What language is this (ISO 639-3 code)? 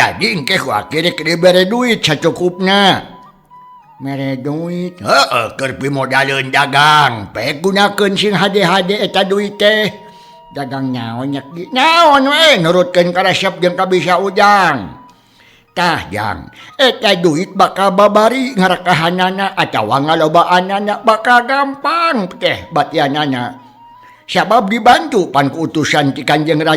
sun